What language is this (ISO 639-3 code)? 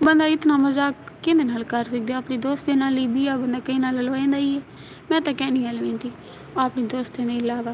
skr